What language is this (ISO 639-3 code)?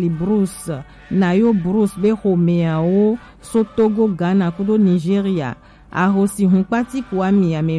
gej